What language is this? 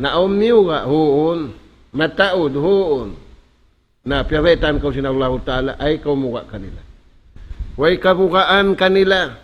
Tausug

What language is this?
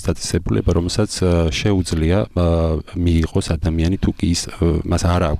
Georgian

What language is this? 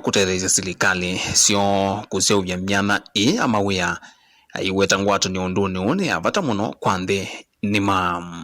Kamba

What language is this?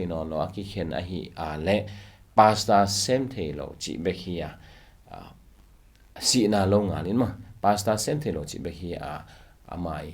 Tedim Chin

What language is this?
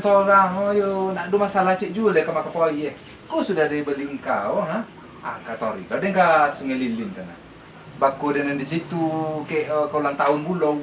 Minangkabau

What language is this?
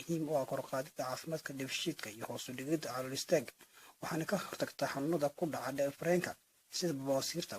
Somali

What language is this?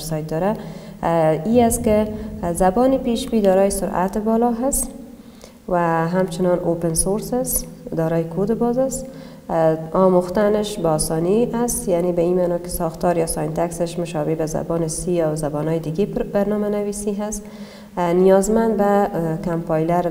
Persian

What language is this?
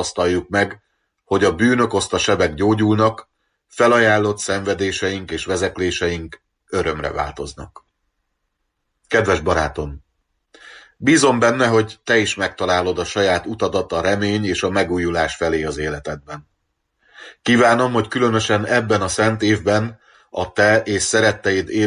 Hungarian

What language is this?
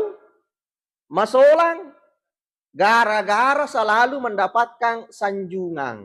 Buginese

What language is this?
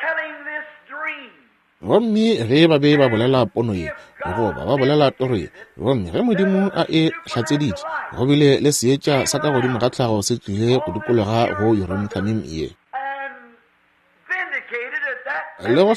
Northern Sotho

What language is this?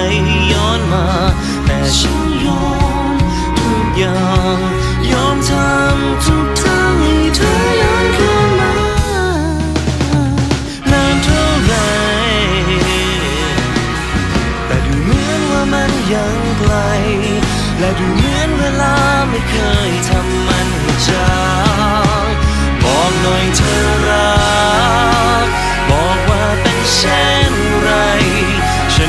Thai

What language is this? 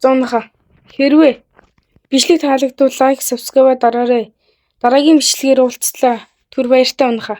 Mongolian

